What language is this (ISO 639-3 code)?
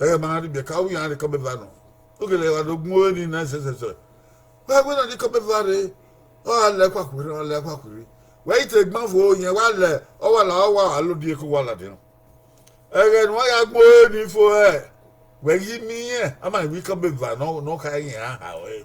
bin